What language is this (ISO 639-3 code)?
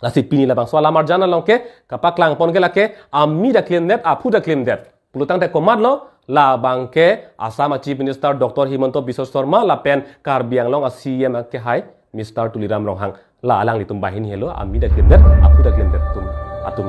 mjw